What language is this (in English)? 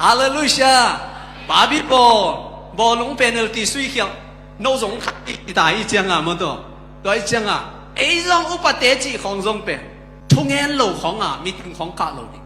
Tedim Chin